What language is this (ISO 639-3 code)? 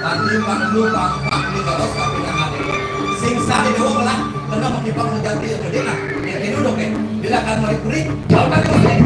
ban